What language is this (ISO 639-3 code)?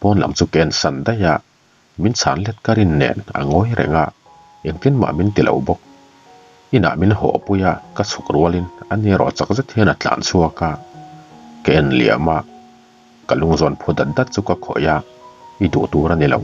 lus